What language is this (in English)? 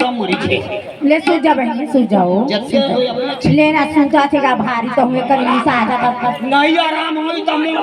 Chhattisgarhi